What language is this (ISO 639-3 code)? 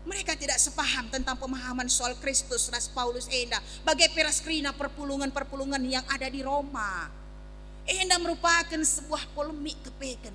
btx